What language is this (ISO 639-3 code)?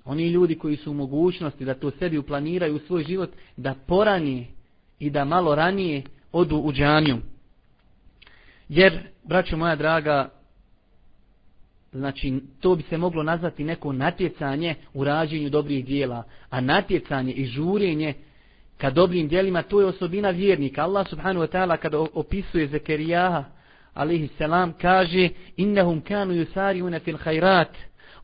bos